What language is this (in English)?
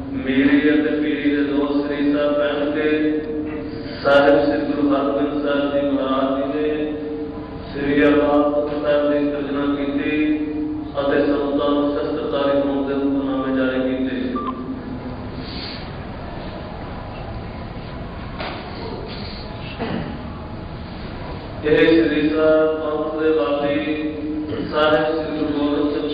Punjabi